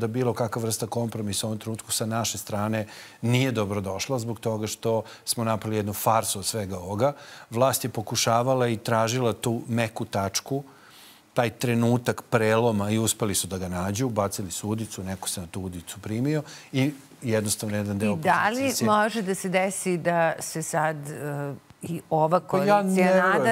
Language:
Serbian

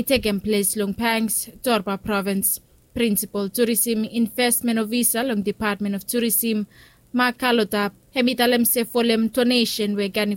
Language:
Bislama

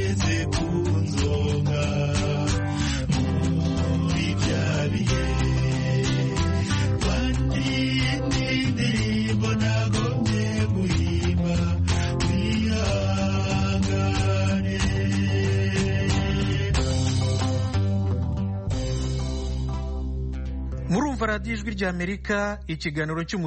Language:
Kinyarwanda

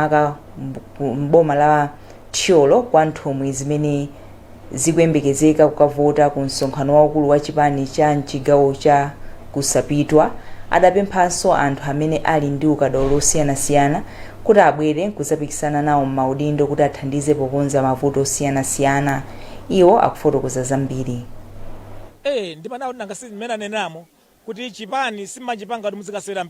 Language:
Nyanja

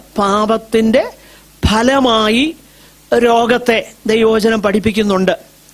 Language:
Malayalam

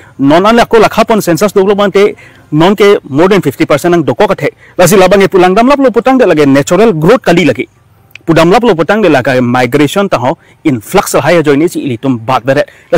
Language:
Karbi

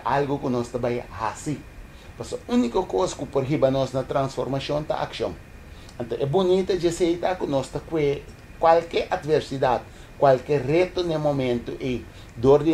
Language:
Papiamento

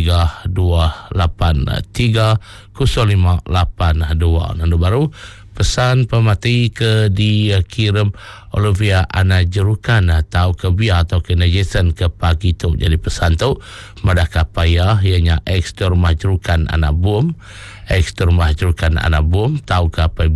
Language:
Iban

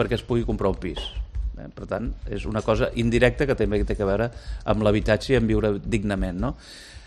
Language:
Catalan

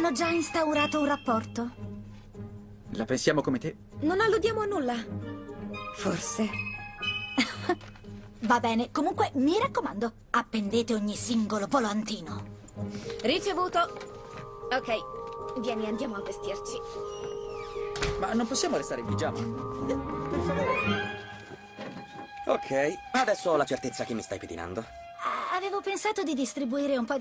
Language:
Italian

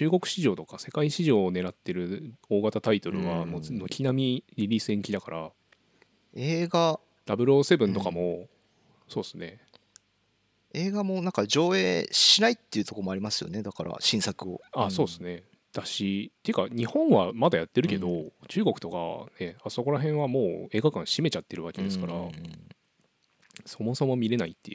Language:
Japanese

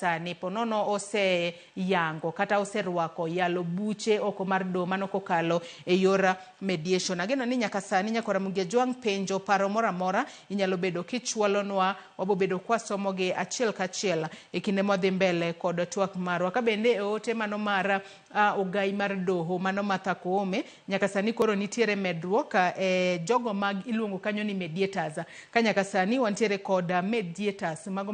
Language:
Luo (Kenya and Tanzania)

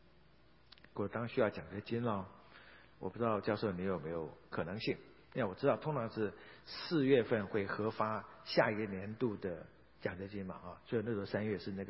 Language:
Chinese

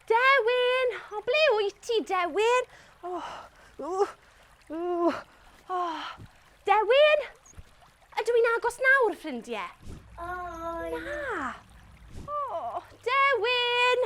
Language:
Welsh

